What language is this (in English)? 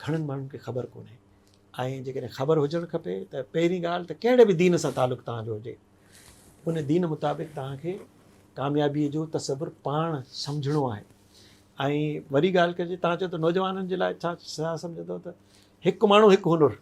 Sindhi